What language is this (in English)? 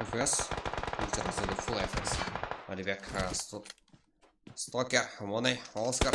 Kara-Kalpak